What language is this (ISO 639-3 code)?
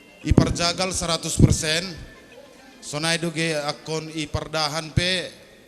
bts